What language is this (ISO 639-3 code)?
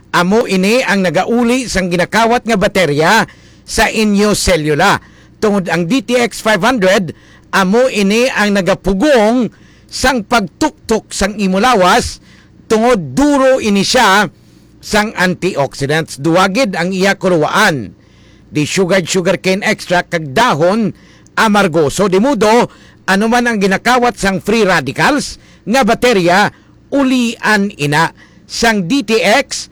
hil